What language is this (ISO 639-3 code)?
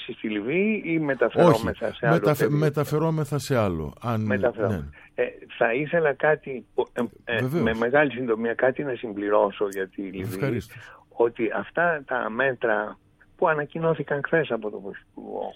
ell